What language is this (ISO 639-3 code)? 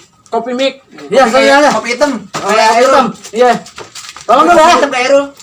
bew